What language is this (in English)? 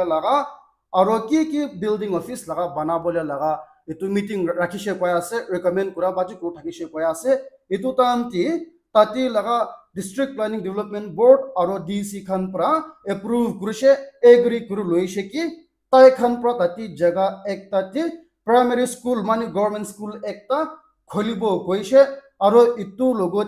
Naga Pidgin